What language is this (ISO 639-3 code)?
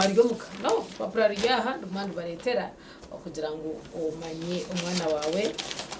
nyn